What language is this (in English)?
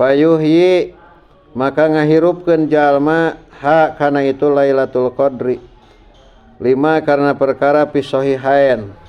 Sundanese